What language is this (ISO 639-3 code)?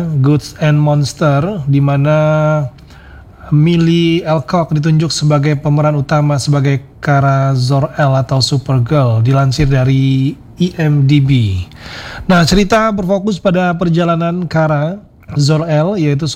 ind